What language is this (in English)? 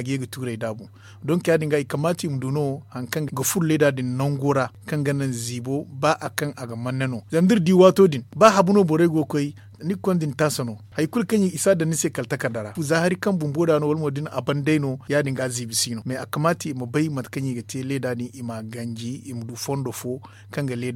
Zarma